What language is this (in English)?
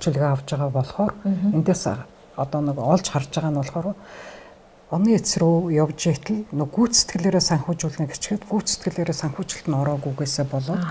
Mongolian